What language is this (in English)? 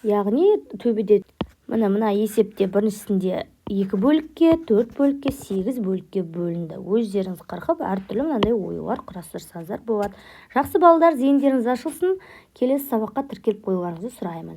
Kazakh